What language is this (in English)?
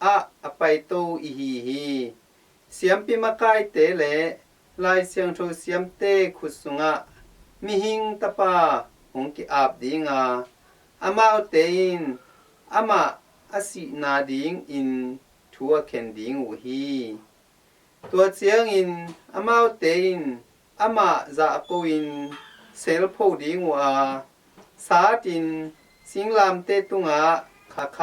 Tedim Chin